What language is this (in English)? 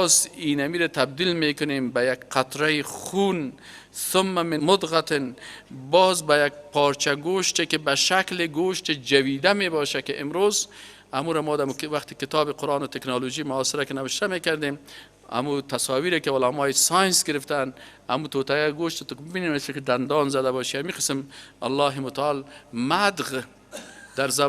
Persian